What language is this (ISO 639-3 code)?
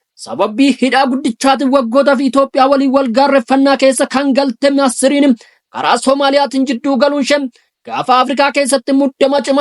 orm